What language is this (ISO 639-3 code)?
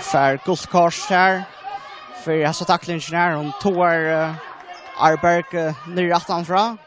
fao